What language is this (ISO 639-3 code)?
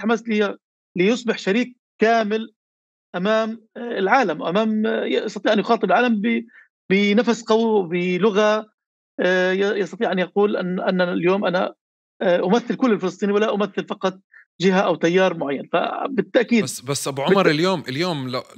apc